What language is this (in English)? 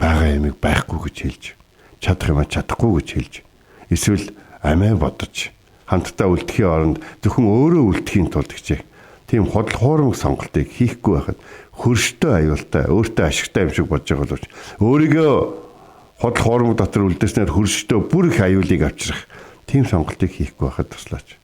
Mongolian